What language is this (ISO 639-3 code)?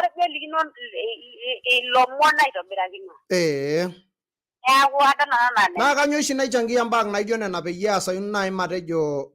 mas